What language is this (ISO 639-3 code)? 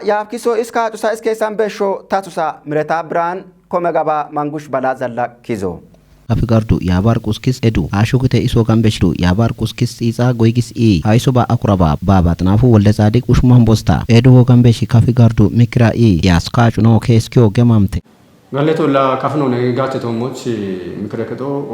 kbr